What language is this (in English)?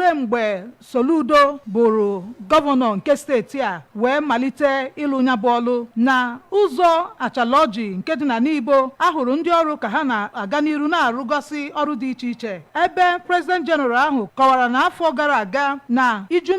Igbo